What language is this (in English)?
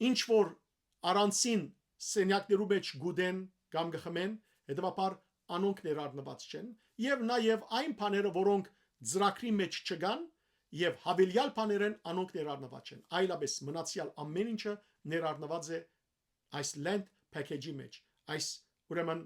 Western Armenian